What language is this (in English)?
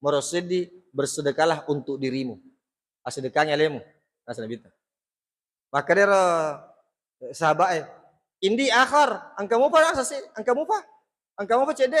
Buginese